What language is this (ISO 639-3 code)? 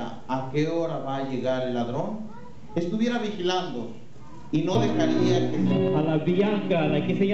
spa